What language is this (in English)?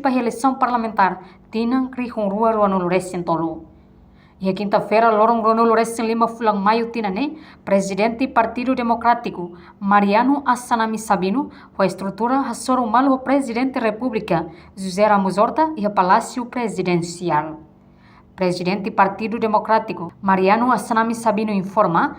Tetum